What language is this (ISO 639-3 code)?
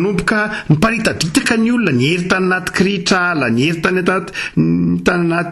mlg